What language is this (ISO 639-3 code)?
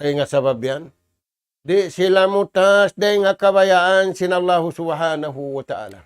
tsg